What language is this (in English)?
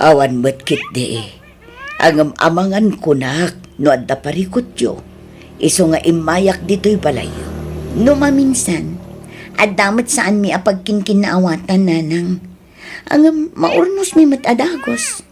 Iloko